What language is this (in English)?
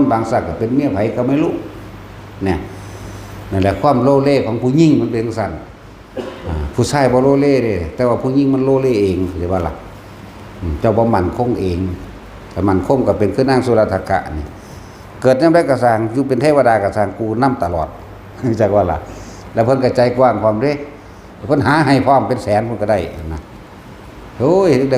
Northeastern Thai